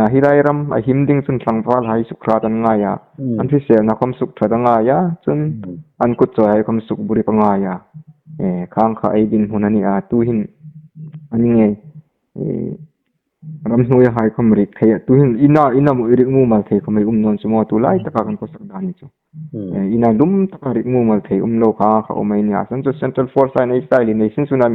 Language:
Hmar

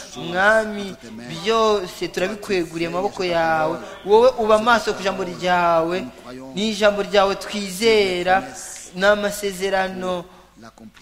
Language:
Kinyarwanda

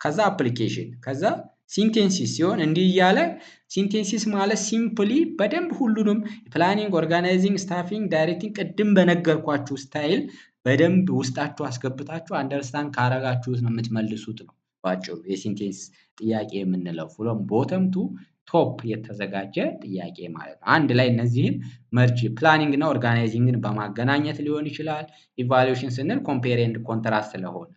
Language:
Amharic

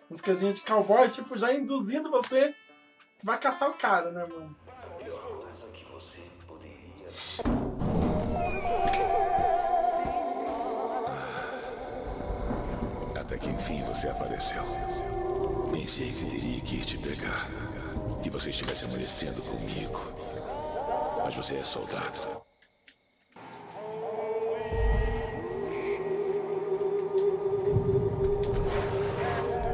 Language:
Portuguese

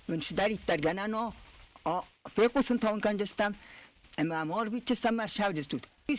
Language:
Ossetic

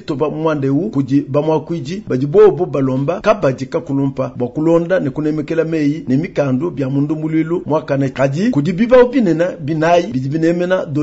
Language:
Luba-Lulua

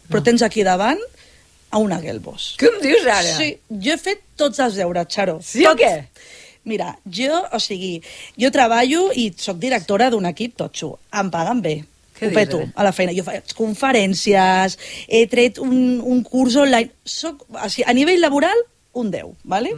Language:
Catalan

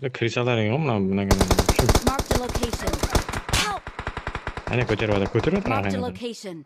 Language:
Kara-Kalpak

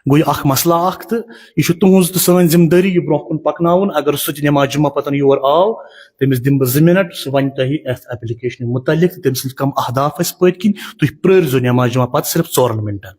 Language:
Kashmiri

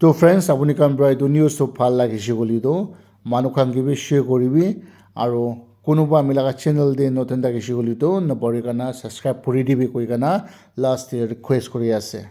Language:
Naga Pidgin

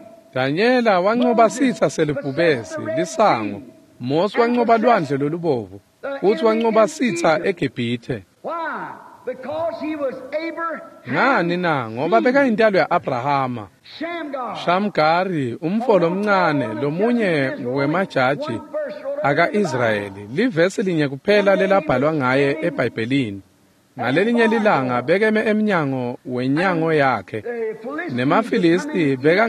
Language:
Swati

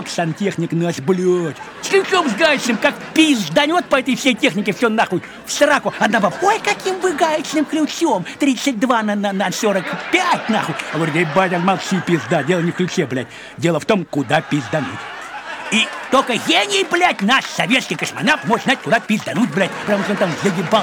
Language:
Russian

